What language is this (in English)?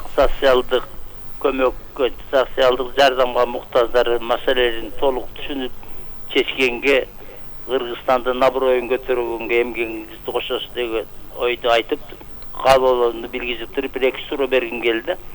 Kyrgyz